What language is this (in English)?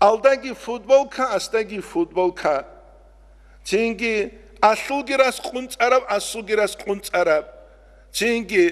Avaric